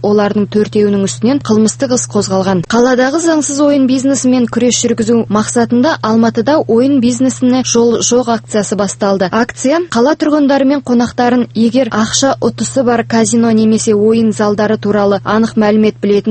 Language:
Kazakh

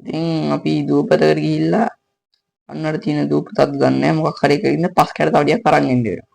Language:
Sinhala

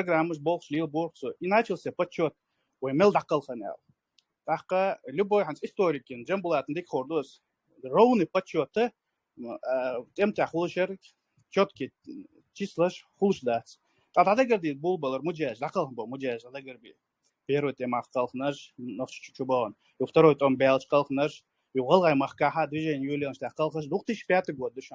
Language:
Chechen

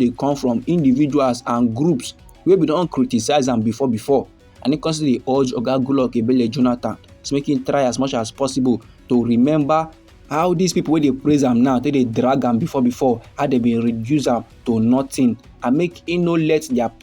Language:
Nigerian Pidgin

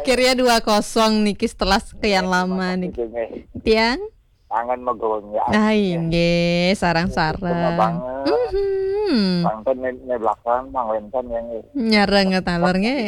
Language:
Balinese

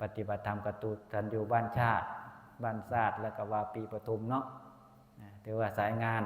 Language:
Northeastern Thai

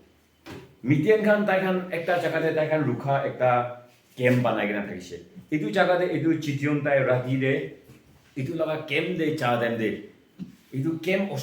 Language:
Konyak Naga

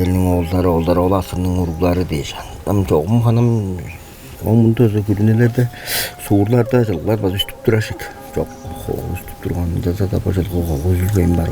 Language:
Tuvinian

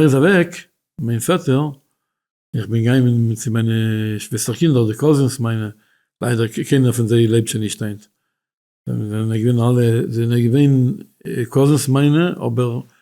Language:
Yiddish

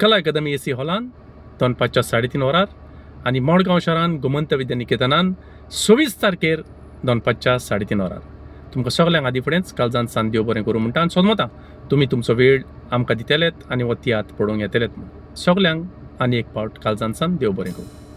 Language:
Konkani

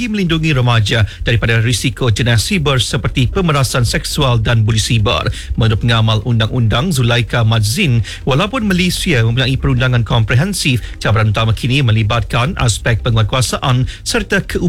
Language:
Malay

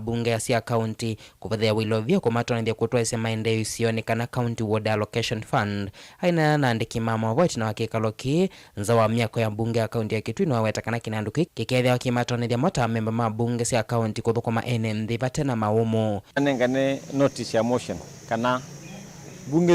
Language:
Kamba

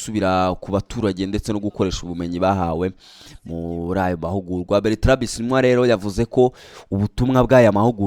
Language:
Kinyarwanda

